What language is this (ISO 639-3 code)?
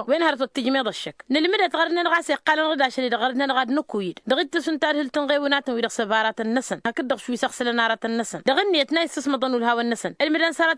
taq